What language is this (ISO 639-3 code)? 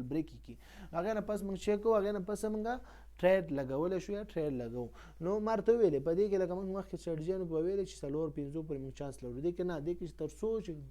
pus